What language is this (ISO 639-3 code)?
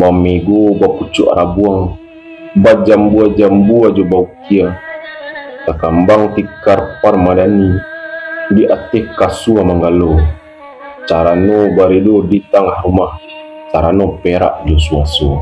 min